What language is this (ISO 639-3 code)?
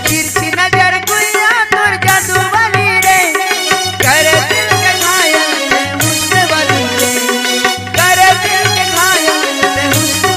hne